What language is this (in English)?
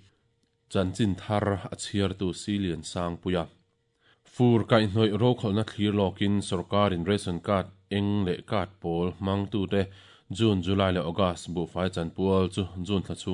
Mizo